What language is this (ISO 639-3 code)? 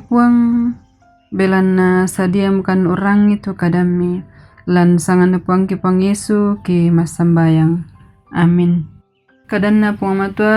sda